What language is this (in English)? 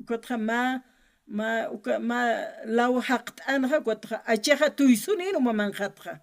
Aymara